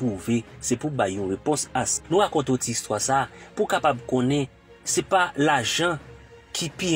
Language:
Haitian Creole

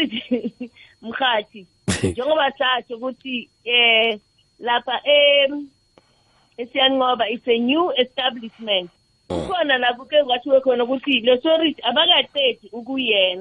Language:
South Ndebele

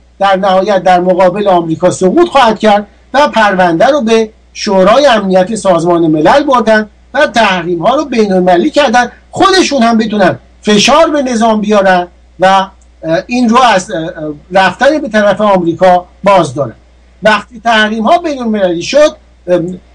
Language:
Persian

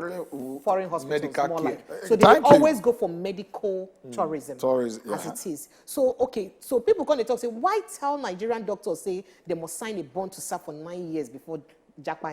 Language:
Nigerian Pidgin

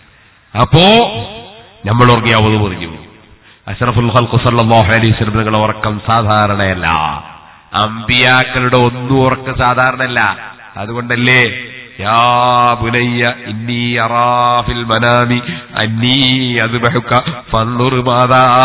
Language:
Malayalam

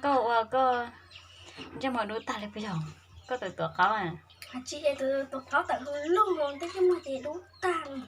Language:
Hmong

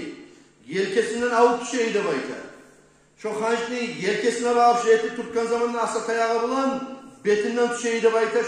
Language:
Kumyk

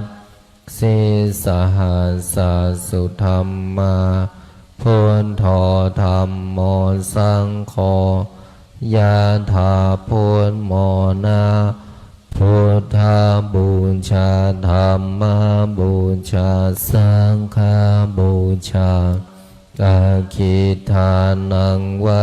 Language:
Pali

